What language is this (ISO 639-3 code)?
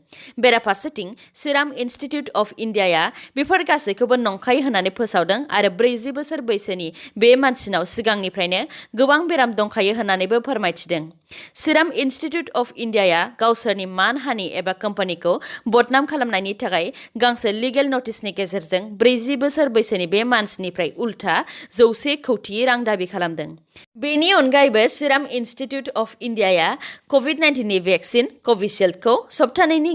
brx